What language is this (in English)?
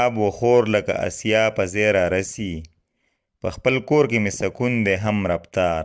Pashto